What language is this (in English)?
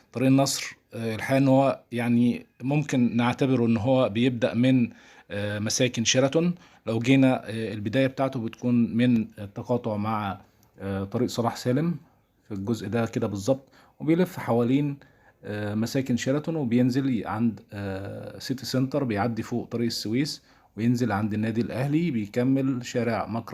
Egyptian Arabic